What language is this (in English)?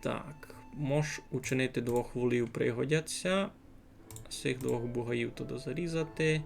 Rusyn